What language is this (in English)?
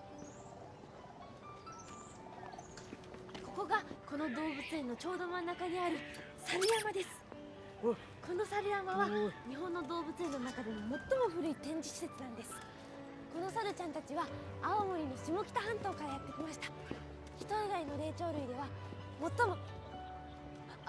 Japanese